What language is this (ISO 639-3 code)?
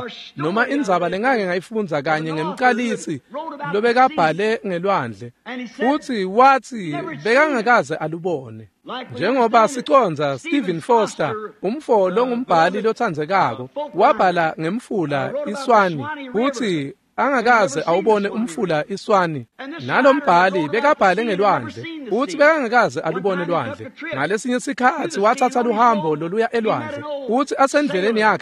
ssw